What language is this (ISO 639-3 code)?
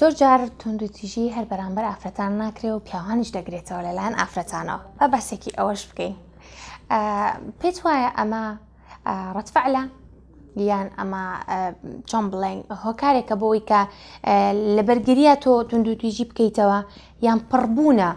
ckb